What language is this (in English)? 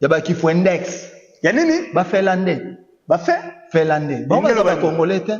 Lingala